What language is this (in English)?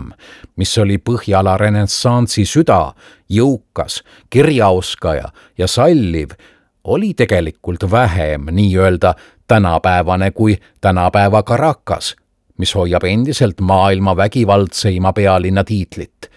Estonian